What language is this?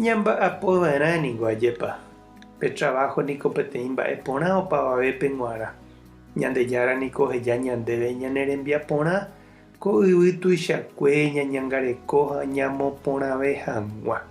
Guarani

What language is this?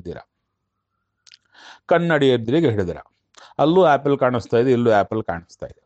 Kannada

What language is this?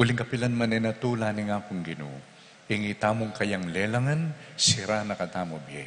Pampanga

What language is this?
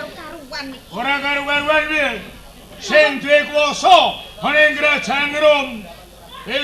Javanese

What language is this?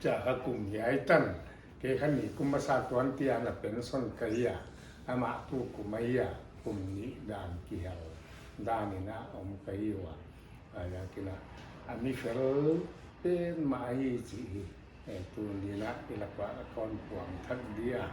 Paite Chin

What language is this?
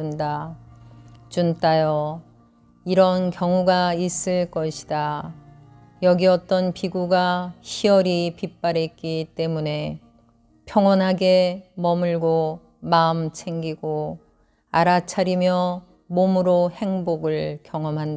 Korean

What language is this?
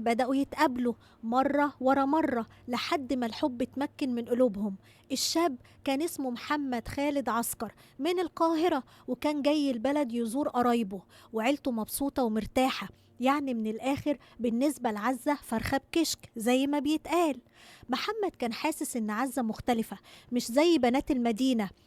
Egyptian Arabic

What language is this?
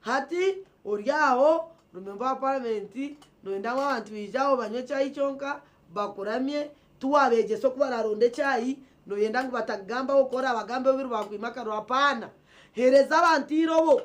Nyankole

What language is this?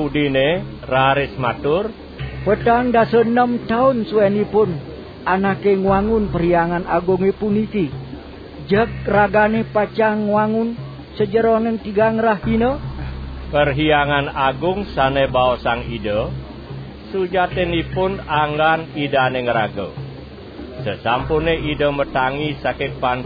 Balinese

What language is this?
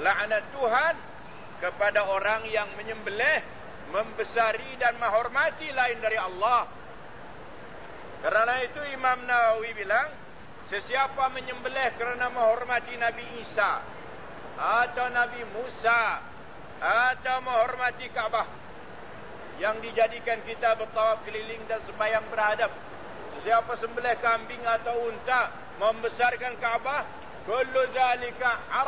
Malay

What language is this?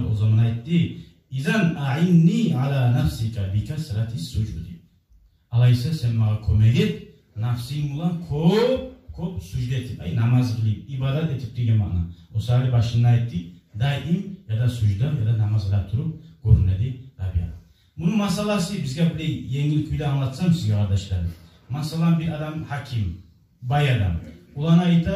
Kumyk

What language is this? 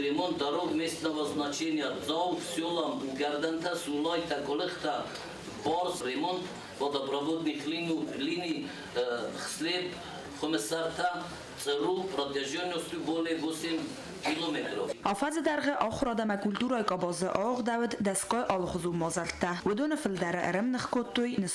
Ossetic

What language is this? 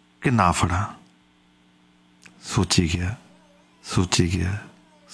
Punjabi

